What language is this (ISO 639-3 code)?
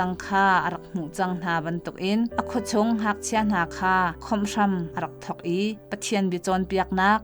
cnh